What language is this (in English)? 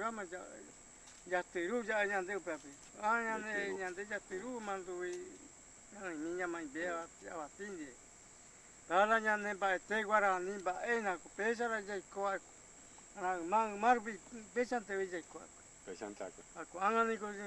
Guarani